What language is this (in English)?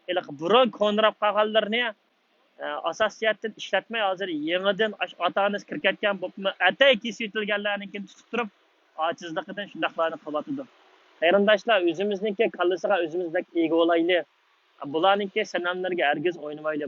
Uyghur